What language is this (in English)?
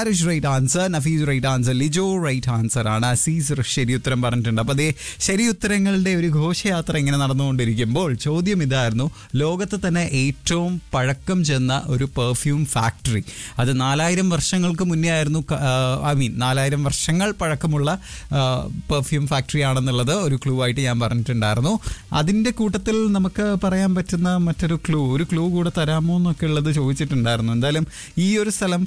Malayalam